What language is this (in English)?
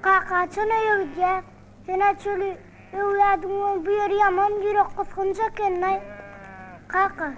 Turkmen